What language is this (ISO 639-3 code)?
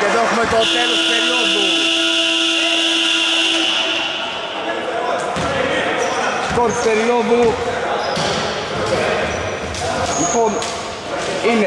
ell